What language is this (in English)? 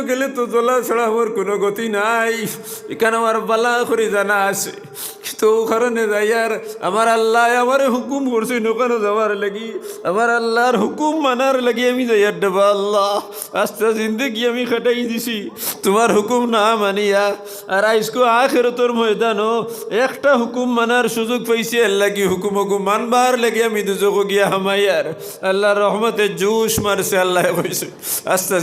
Sylheti